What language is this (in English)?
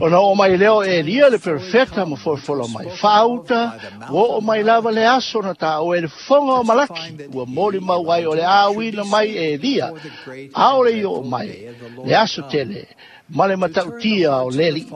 Samoan